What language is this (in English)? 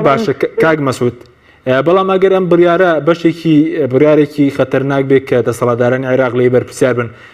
Central Kurdish